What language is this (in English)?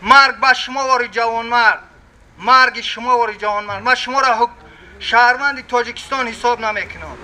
Tajik